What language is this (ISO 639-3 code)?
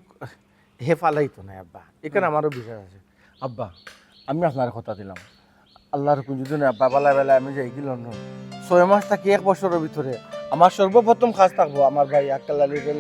syl